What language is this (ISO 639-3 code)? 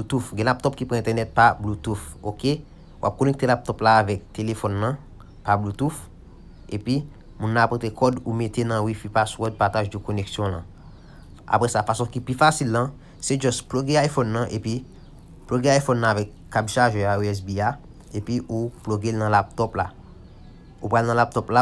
hat